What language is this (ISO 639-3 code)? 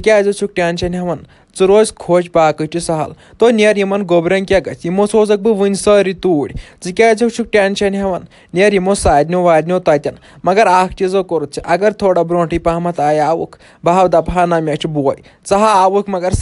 kas